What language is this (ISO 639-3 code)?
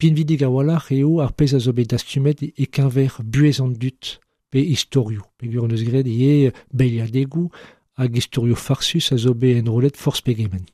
bre